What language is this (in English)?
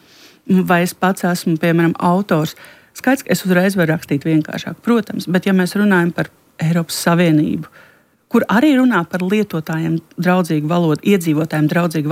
Latvian